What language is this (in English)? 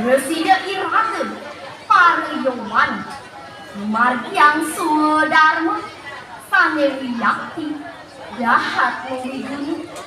Balinese